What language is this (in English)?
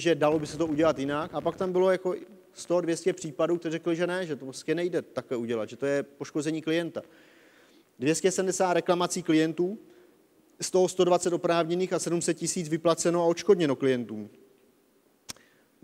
Czech